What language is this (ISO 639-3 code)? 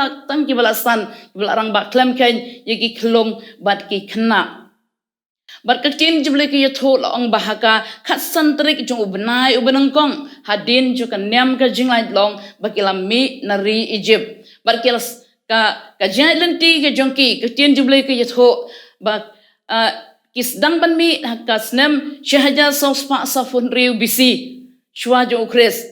kha